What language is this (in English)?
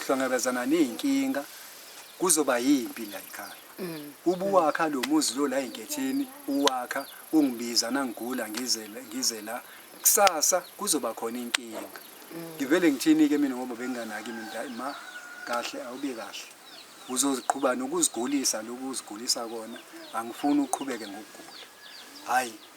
Zulu